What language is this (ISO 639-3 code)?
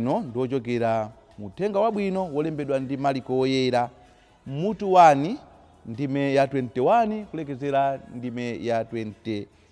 nya